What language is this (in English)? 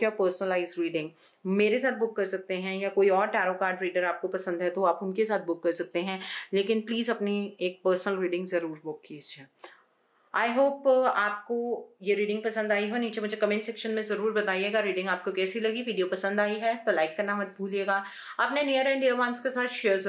Hindi